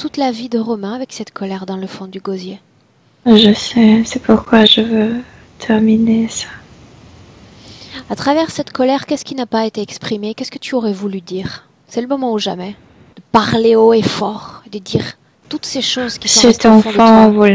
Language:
French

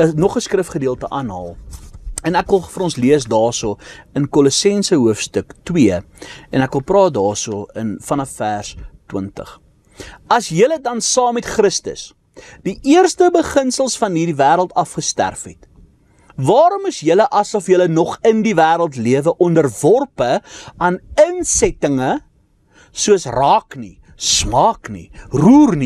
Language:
Afrikaans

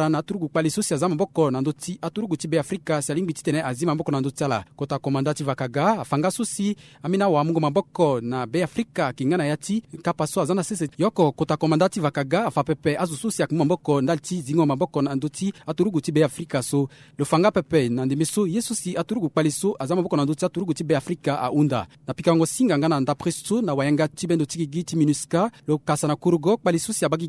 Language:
Sango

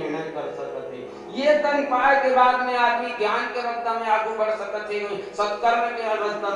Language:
Chhattisgarhi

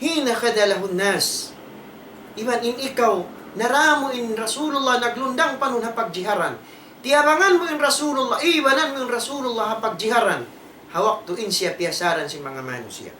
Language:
Tausug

